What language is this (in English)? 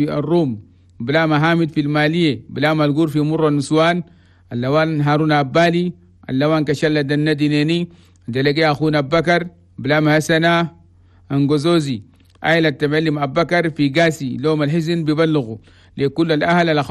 Chadian Arabic